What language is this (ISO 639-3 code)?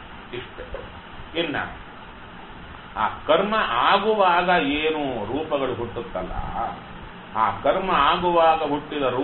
kan